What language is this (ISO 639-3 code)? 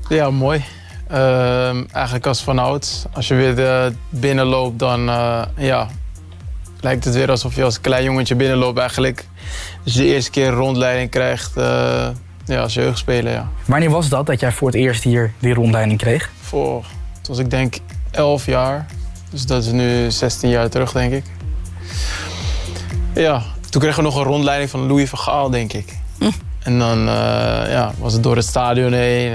nld